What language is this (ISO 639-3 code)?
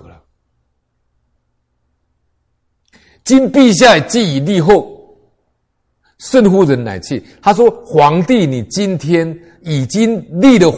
zho